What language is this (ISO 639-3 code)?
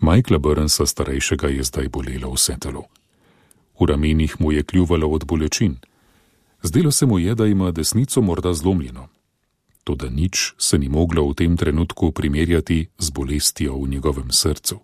slv